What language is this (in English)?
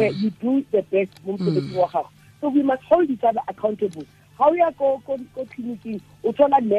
Tswana